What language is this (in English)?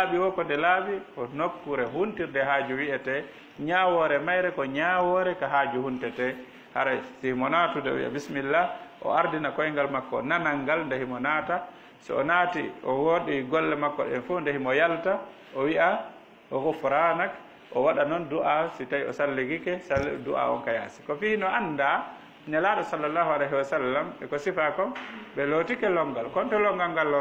Fula